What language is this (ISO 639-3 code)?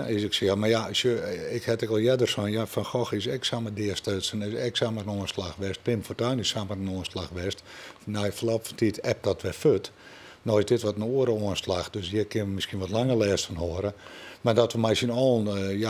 fry